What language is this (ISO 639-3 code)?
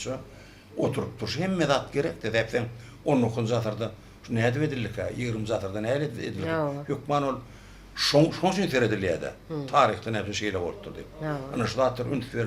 tuk